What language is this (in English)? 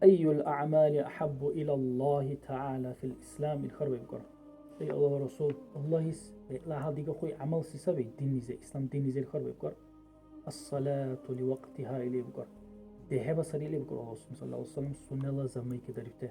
Dargwa